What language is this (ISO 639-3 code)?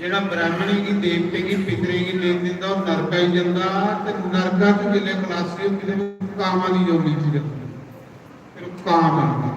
doi